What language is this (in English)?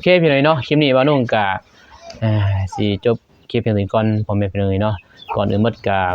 Lao